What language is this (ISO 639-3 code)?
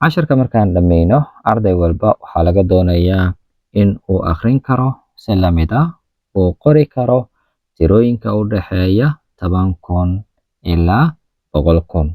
som